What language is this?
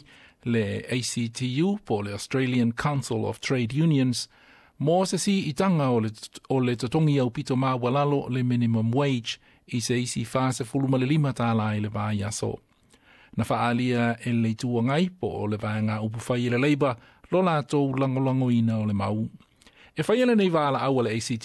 Samoan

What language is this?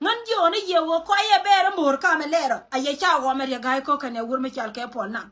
Nuer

